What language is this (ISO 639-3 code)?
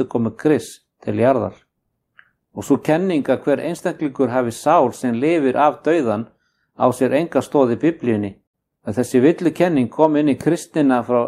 isl